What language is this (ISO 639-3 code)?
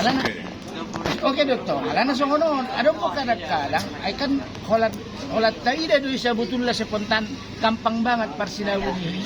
bbc